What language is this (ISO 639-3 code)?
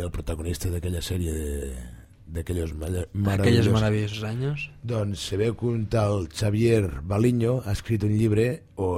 cat